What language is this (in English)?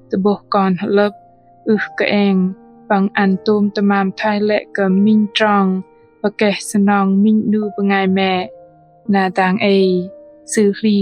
Bahnar